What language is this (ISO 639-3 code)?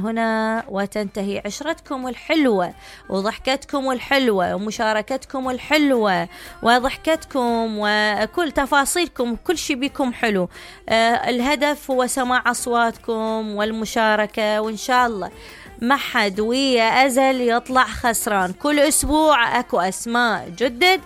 acm